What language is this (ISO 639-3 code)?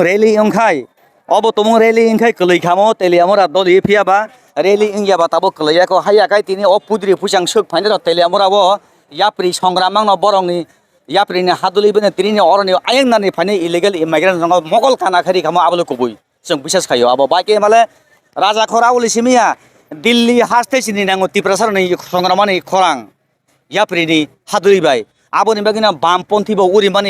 trp